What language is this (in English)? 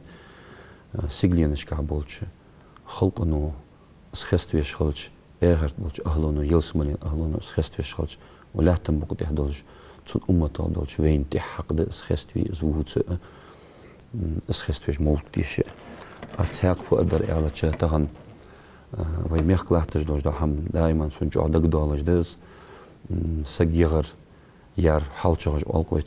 Ingush